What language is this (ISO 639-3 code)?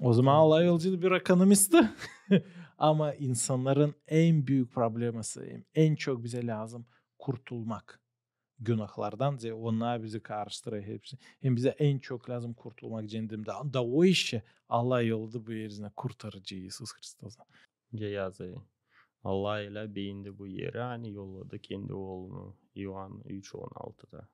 gag